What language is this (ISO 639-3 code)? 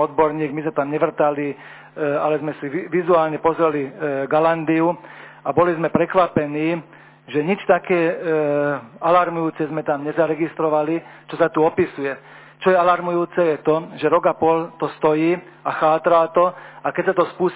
slk